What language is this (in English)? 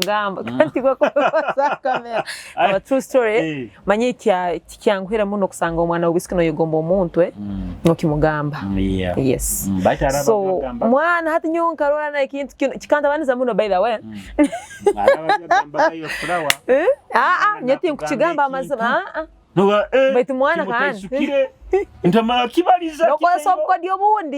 Nyoro